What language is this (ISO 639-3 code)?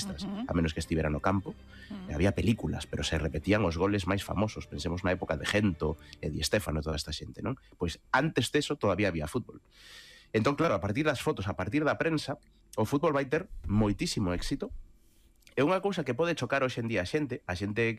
glg